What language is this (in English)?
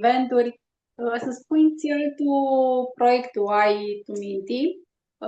Aromanian